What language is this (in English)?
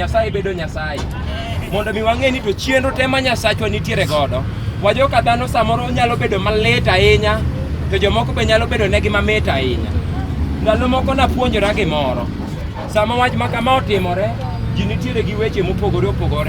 Luo (Kenya and Tanzania)